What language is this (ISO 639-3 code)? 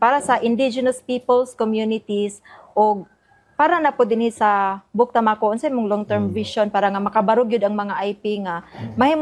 ceb